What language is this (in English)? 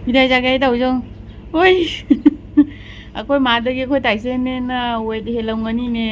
Manipuri